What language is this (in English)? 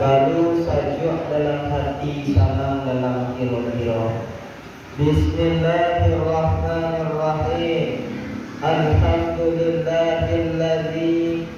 Minangkabau